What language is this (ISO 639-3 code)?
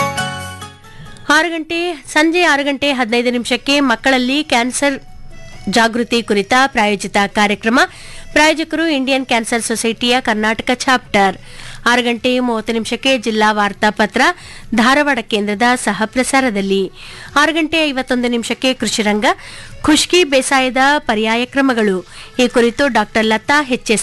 kan